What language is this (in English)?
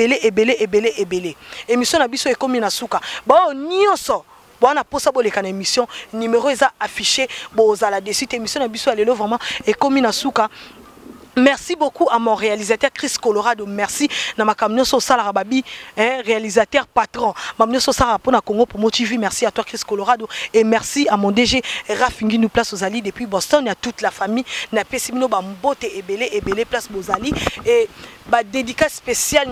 Lingala